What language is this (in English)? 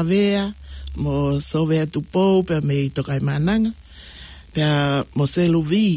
Tongan